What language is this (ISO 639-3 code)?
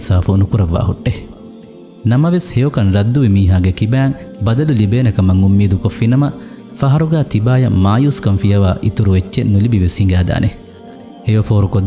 div